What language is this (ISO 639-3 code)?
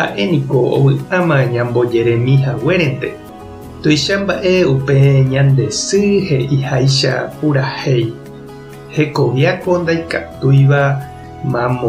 grn